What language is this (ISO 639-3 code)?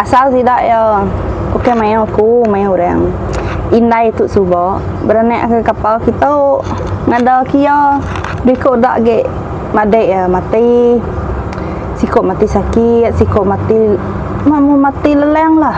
iba